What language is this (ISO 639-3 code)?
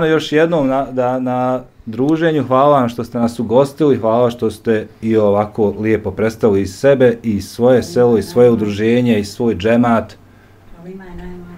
bos